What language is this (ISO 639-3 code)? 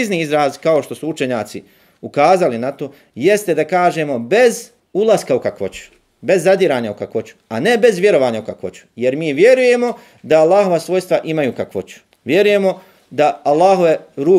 bos